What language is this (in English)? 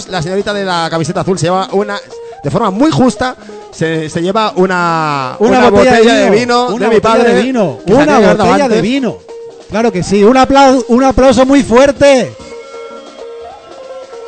Spanish